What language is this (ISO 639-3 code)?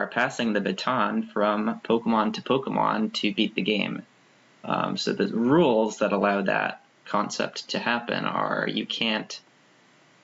eng